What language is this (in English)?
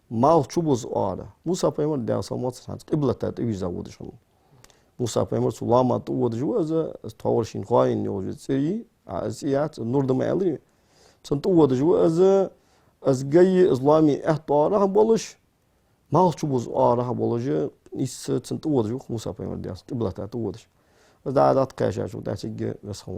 Ingush